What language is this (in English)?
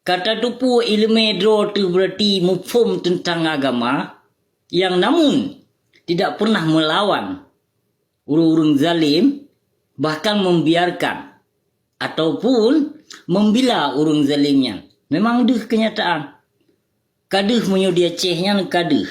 Achinese